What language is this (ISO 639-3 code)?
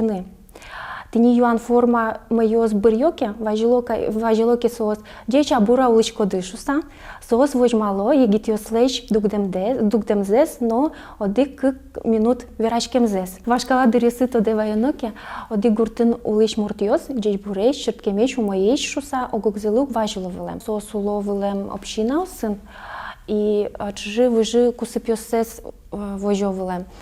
udm